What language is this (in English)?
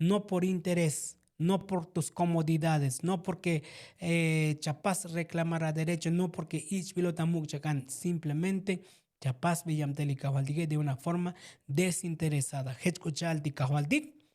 Tzotzil